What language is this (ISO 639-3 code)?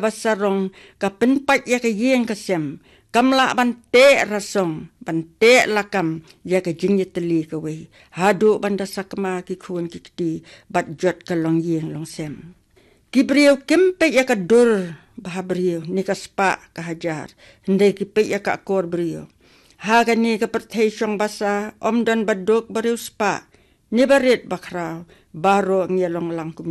kha